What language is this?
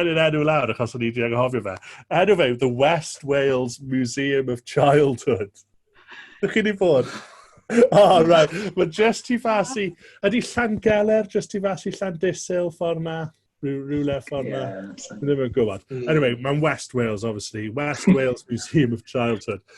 Welsh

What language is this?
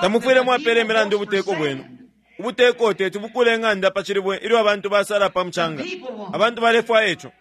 Bemba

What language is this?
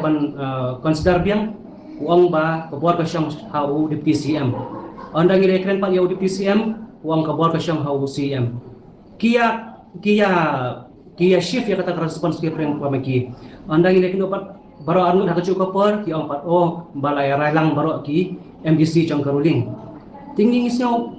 Khasi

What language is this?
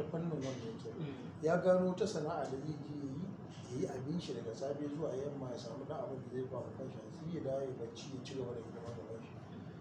Hausa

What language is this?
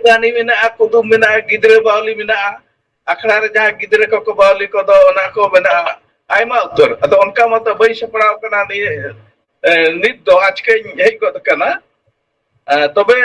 Santali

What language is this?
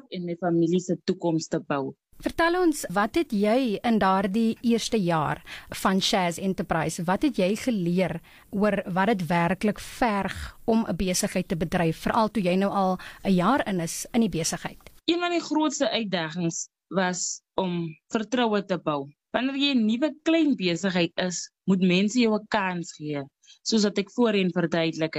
Afrikaans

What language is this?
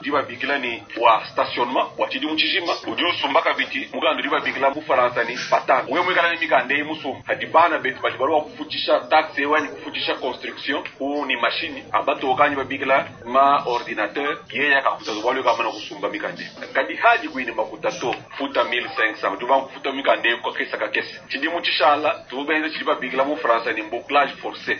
Luba-Lulua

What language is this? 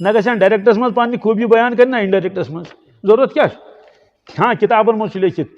Kashmiri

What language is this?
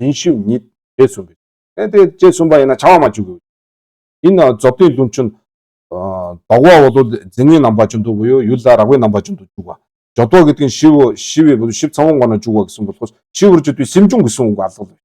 Mongolian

